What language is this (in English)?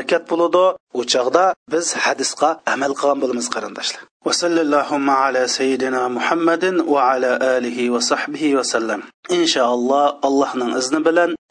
Uyghur